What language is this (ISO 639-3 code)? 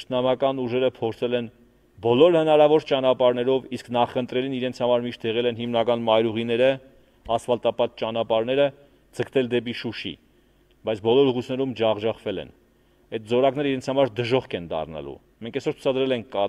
hye